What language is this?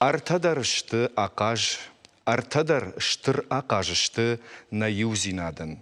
Ossetic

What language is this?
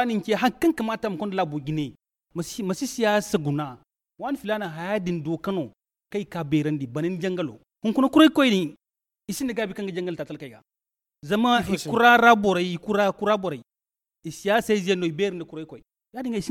Zarma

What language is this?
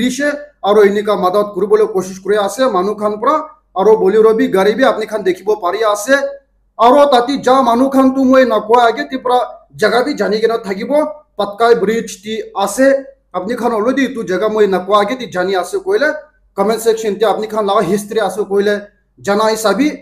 Naga Pidgin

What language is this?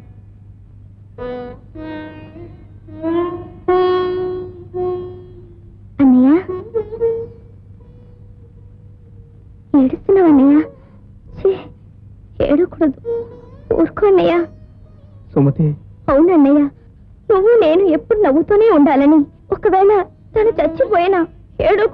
Telugu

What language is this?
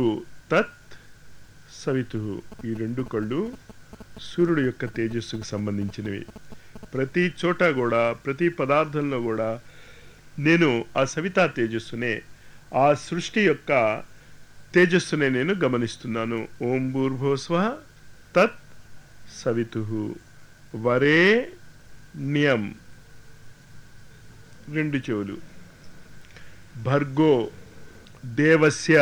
Telugu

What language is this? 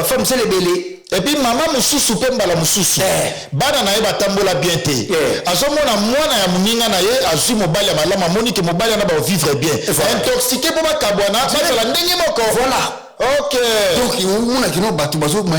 Lingala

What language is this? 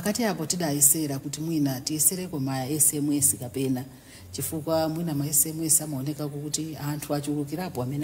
Nyanja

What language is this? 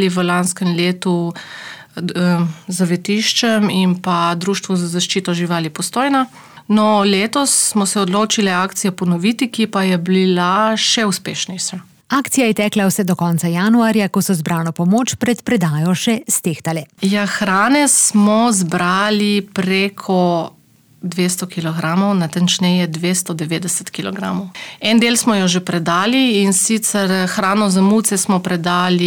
Slovenian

